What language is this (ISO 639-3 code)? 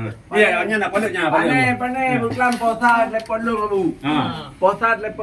ace